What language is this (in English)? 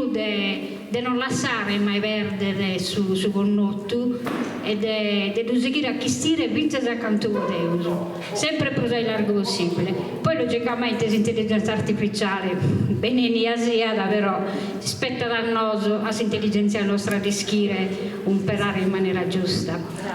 Sardinian